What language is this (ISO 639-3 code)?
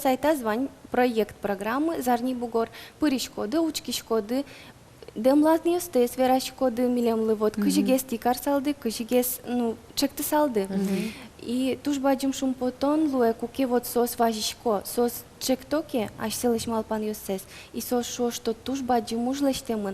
udm